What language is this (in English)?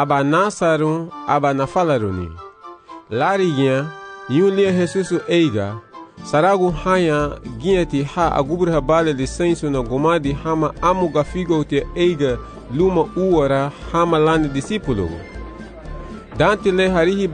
Garifuna